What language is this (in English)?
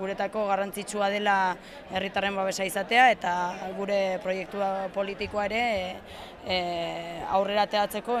Basque